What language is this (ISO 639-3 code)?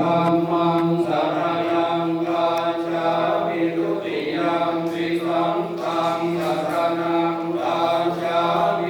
pli